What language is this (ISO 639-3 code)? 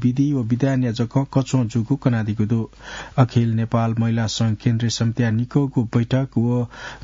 new